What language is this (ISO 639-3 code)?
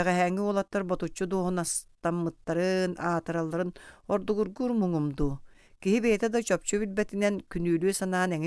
sah